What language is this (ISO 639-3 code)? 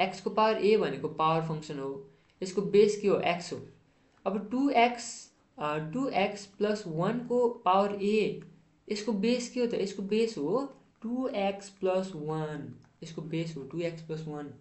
nep